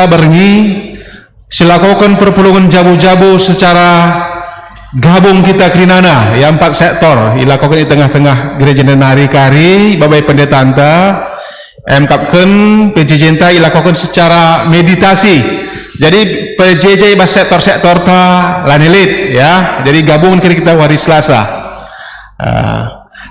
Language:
Batak Karo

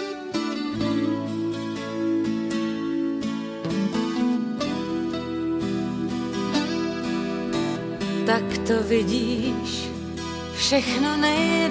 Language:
Czech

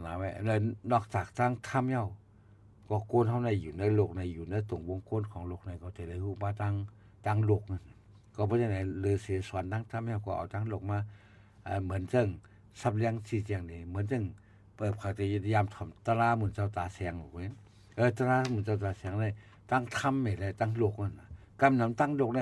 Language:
Shan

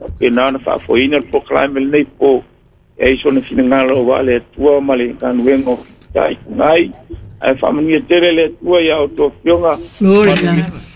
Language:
Samoan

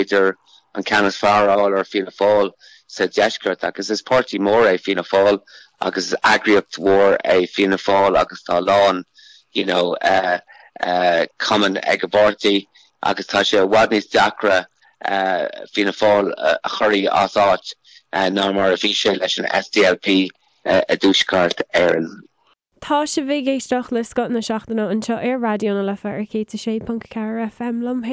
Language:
Irish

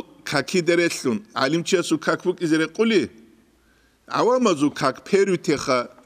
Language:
Avaric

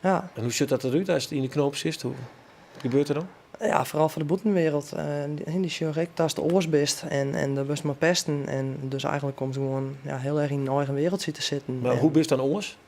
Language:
Western Frisian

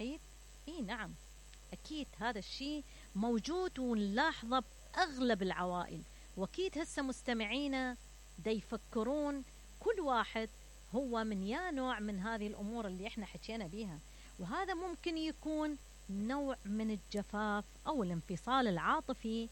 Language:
Mesopotamian Arabic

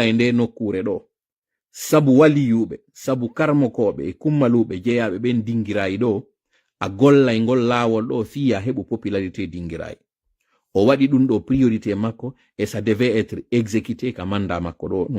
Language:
Pular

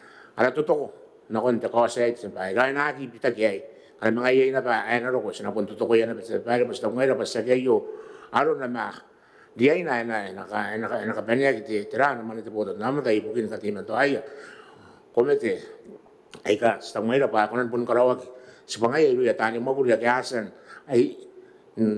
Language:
Gilbertese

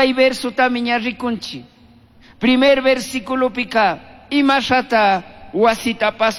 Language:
Chimborazo Highland Quichua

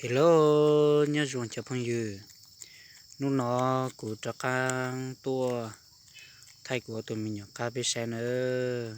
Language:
Hmong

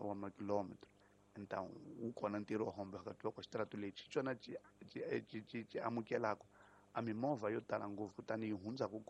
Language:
Tsonga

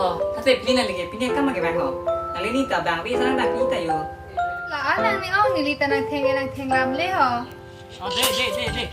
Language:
Karbi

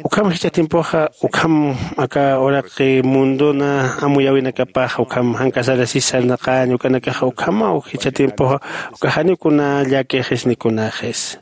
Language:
Aymara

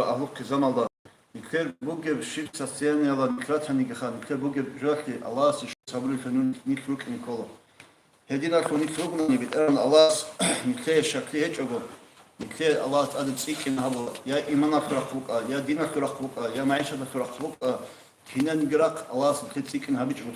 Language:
Avaric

